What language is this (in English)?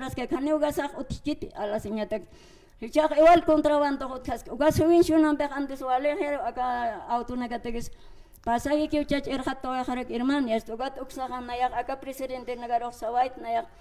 Aymara